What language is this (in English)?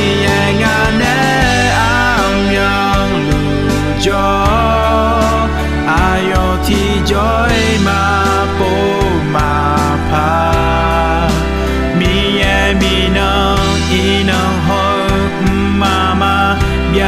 Akha